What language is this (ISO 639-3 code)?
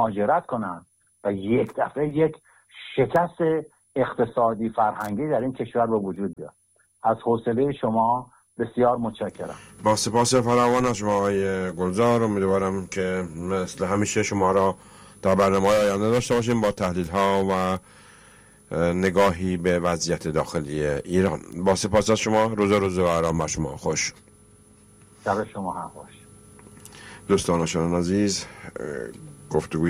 fas